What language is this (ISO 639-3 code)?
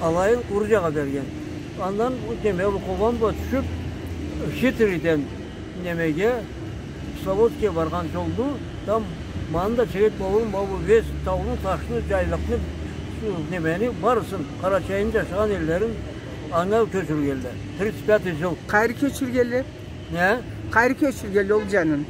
krc